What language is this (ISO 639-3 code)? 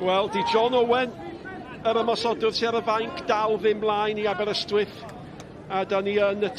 cym